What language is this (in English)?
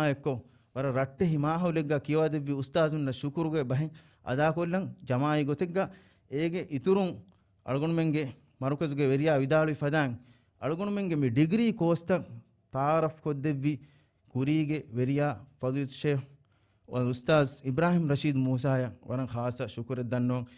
Divehi